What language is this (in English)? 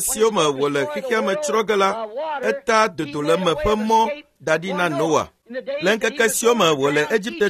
Ewe